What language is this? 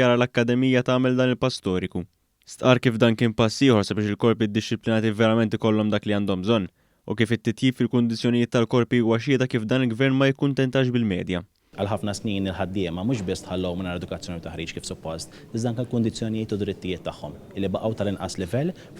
Maltese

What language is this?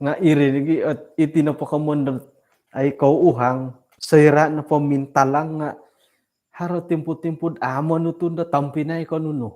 Central Dusun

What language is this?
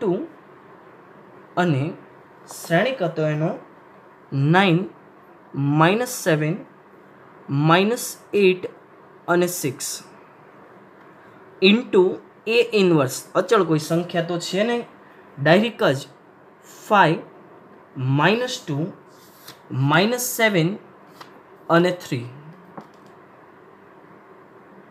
Gujarati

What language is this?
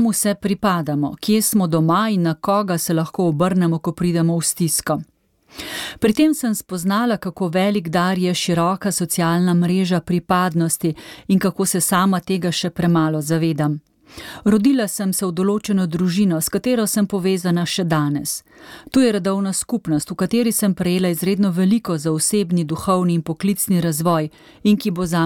Slovenian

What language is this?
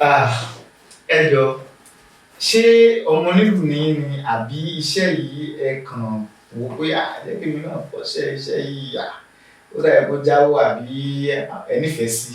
Yoruba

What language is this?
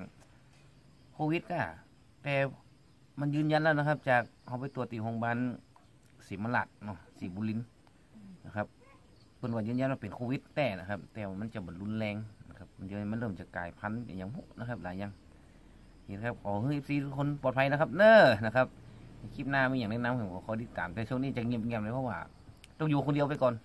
Thai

